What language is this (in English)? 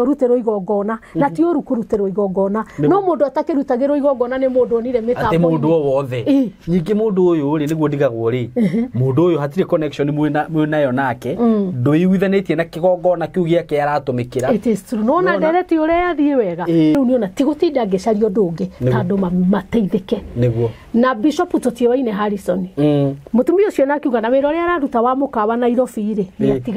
Kikuyu